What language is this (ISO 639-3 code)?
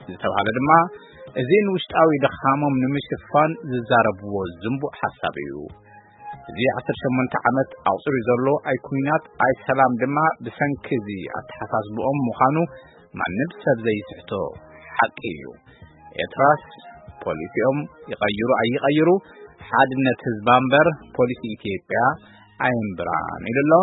tir